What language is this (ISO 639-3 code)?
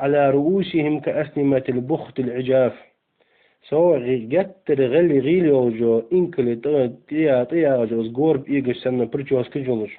inh